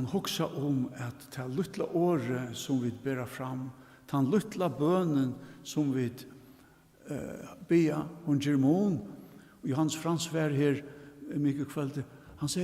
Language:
Faroese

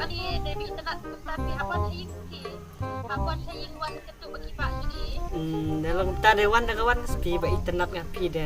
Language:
Khasi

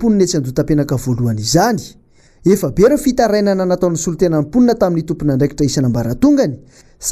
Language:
Malagasy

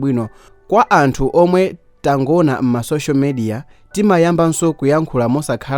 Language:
Nyanja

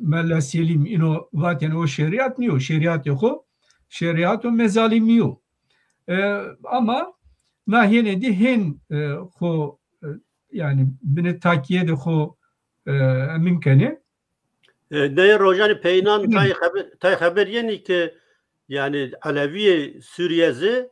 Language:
Zaza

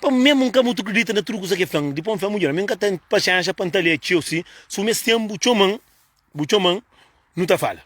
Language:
Kabuverdianu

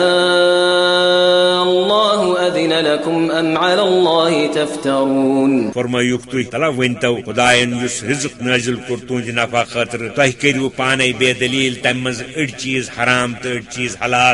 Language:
Kashmiri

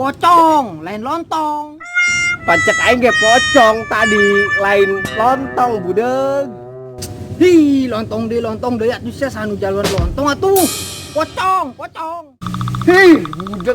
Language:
Sundanese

